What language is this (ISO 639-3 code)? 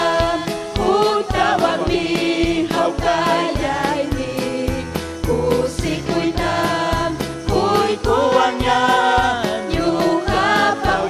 quy